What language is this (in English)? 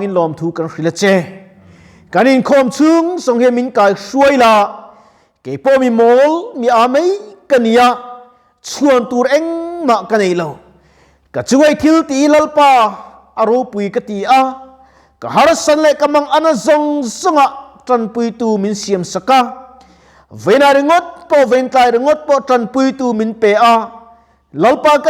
Mizo